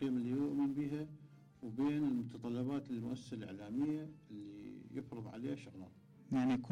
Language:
Mesopotamian Arabic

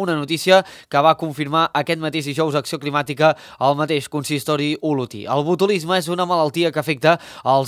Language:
Catalan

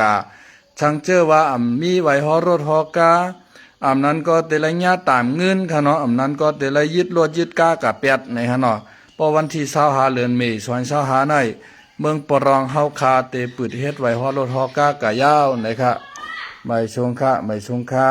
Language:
Shan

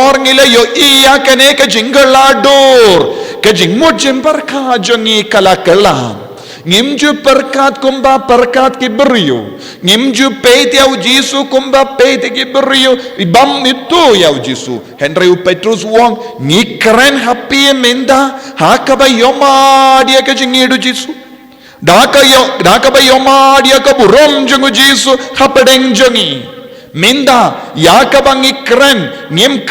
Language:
Khasi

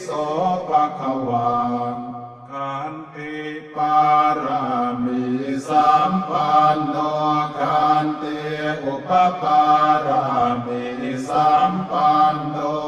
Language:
Pali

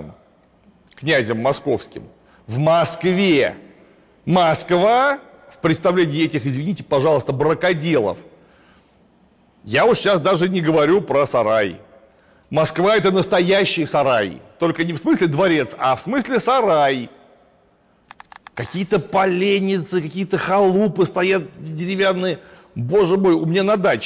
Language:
Russian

